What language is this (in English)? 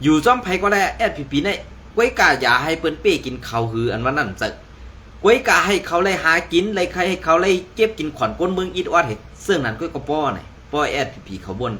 Shan